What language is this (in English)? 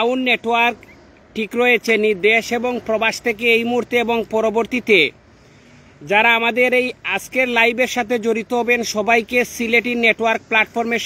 Sylheti